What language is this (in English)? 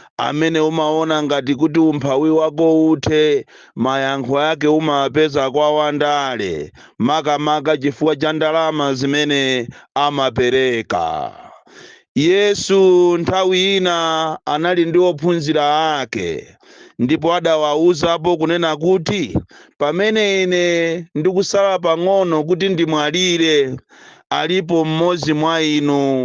Nyanja